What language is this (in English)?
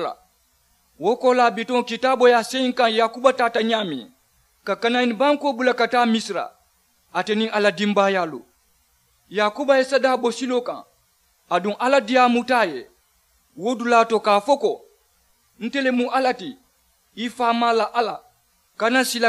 Mandingo